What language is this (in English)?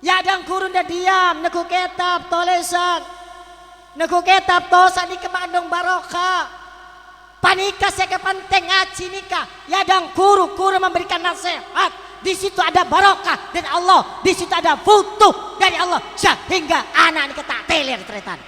Madurese